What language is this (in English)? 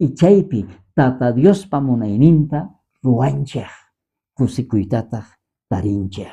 South Bolivian Quechua